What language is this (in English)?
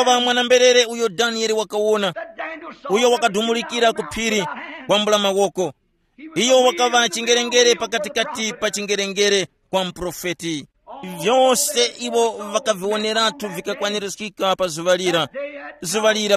Tumbuka